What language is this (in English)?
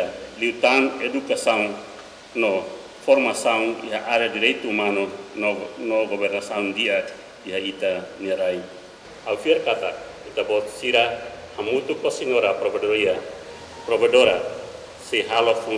Tetum